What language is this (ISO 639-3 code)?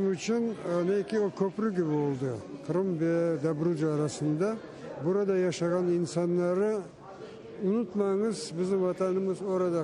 crh